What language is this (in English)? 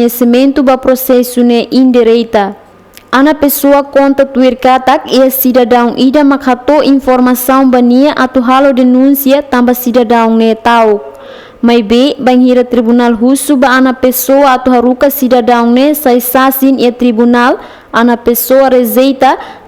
Tetum